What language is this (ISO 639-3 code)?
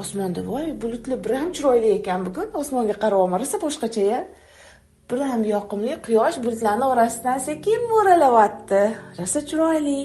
uzb